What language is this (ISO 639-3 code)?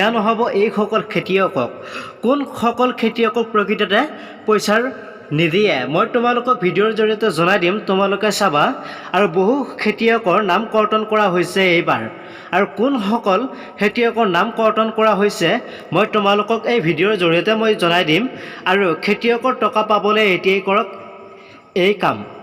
asm